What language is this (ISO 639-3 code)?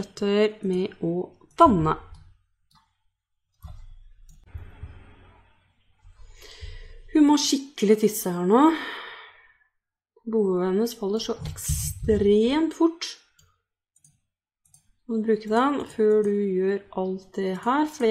nor